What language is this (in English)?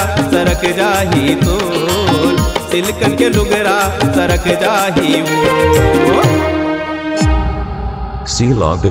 Chhattisgarhi